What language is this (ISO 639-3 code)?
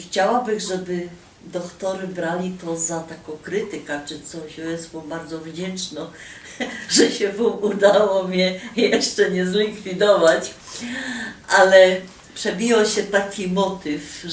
szl